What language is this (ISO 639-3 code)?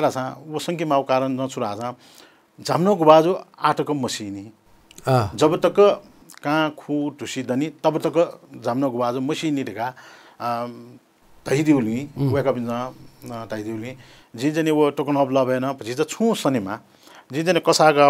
new